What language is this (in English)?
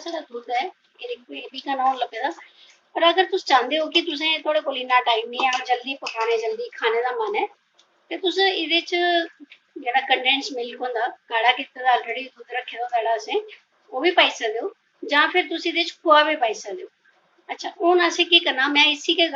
Dogri